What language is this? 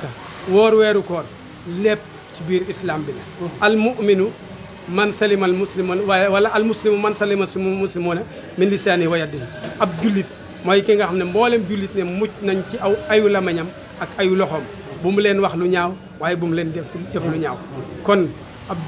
Wolof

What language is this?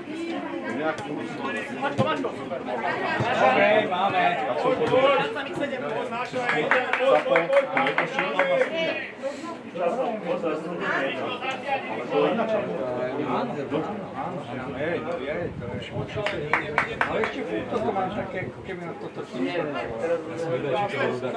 Slovak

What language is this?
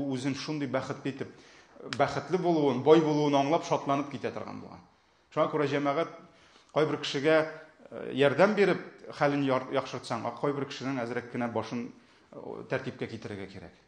Tatar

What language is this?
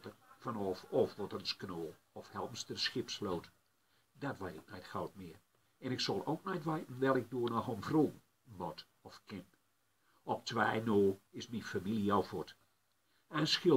Gronings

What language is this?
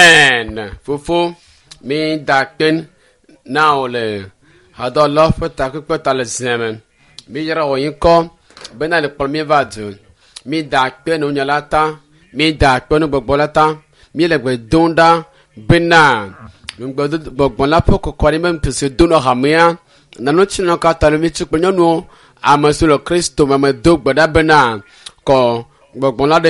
Ewe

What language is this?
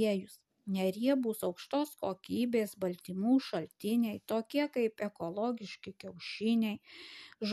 Lithuanian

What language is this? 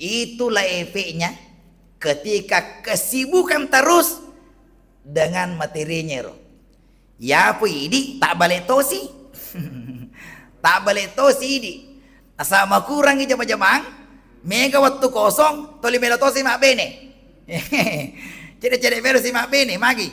Buginese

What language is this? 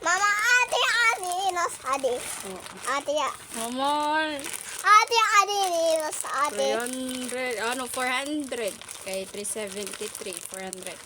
Waray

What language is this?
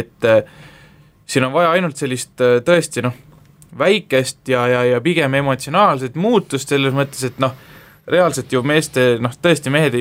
Estonian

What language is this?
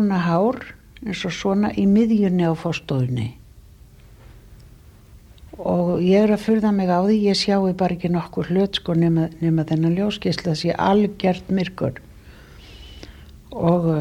Icelandic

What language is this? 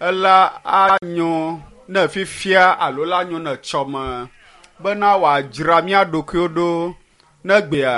Ewe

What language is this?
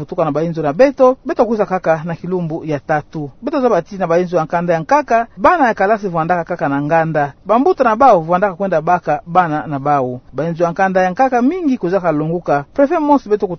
Kituba (Democratic Republic of Congo)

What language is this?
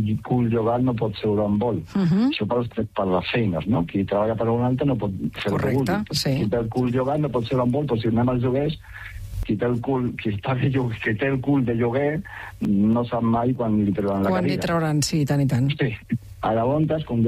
Catalan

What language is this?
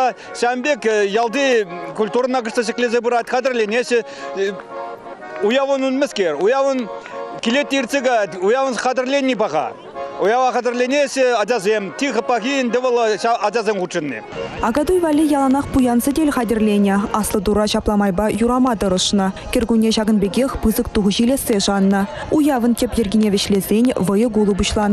Chuvash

